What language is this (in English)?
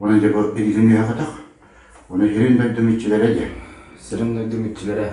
Yakut